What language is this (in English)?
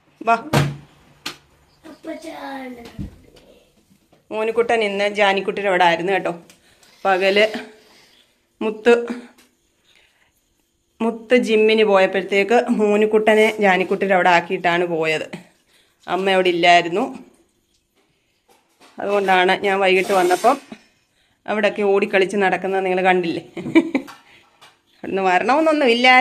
Malayalam